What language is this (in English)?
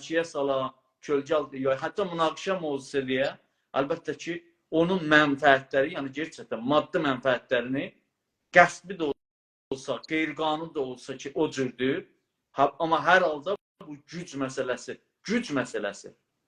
South Azerbaijani